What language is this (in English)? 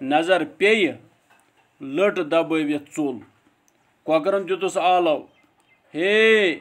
Kashmiri